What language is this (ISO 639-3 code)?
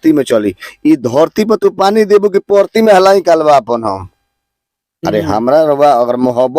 bho